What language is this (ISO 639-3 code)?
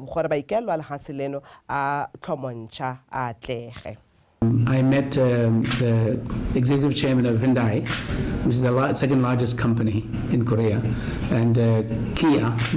tsn